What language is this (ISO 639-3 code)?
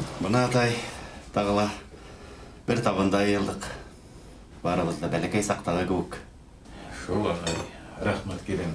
bak